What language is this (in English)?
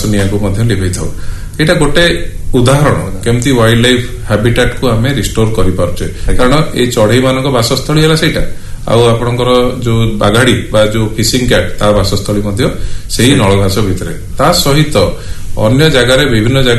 Odia